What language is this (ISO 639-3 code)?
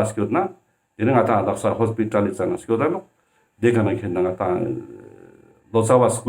lbj